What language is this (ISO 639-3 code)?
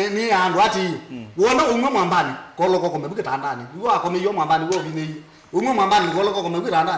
kam